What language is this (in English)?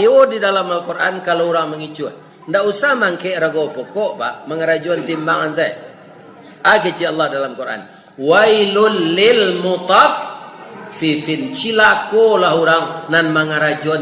Minangkabau